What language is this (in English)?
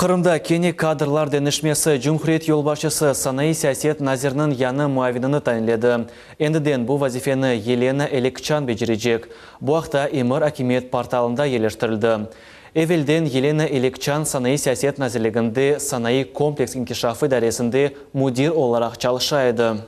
Crimean Tatar